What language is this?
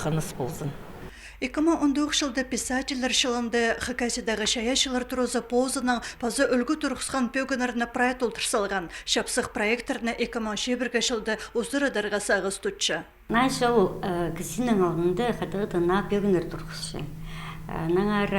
Khakas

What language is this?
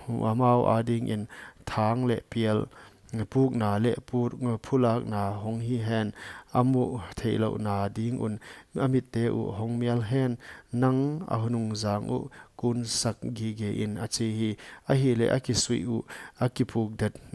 Paite Chin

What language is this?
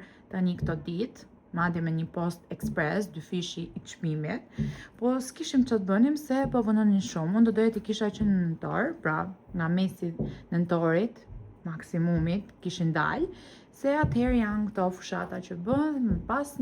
Albanian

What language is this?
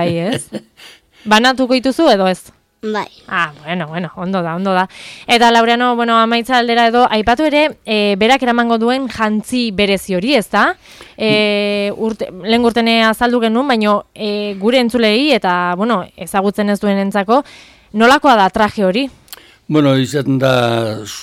Basque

